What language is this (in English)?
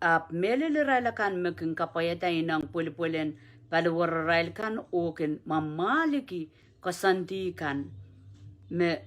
Pohnpeian